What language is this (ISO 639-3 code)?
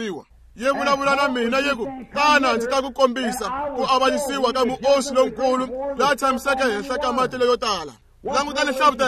tso